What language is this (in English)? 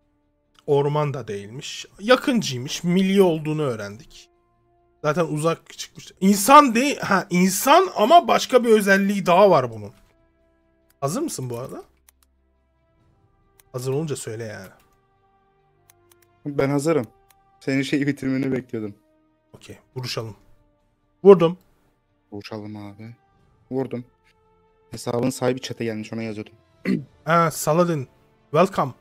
Turkish